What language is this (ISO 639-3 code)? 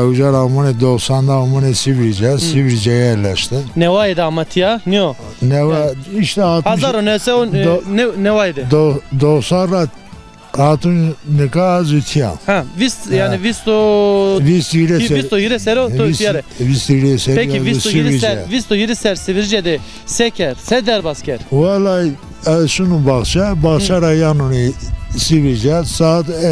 zza